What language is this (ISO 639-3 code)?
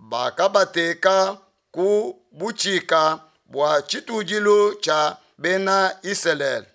lua